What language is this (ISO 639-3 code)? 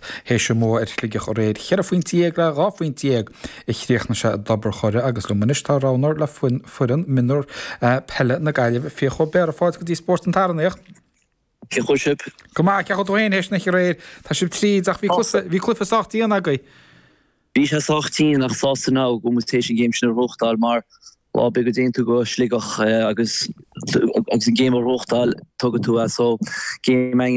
gle